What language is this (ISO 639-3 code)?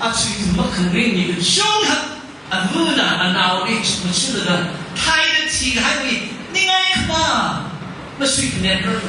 nmf